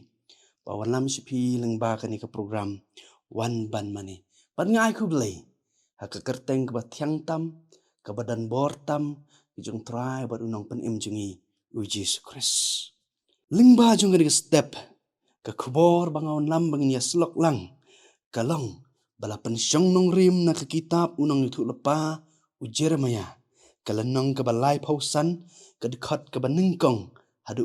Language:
Khasi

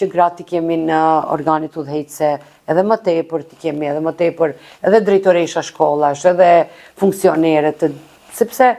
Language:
Albanian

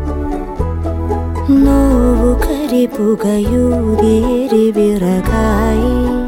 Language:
Malayalam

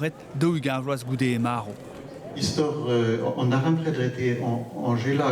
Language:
Breton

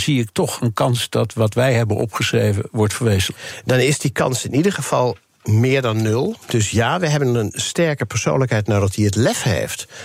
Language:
Dutch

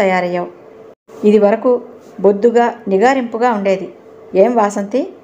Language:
Telugu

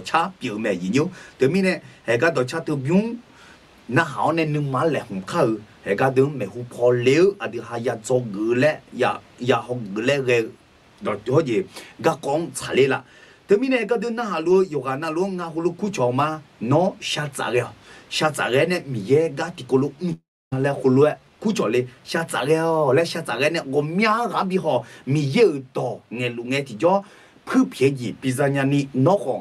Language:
Akha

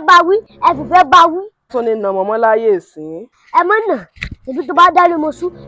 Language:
Yoruba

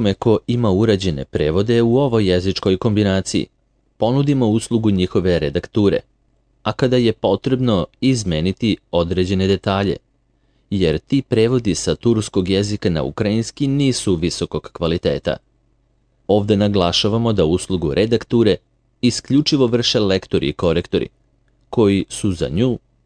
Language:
Serbian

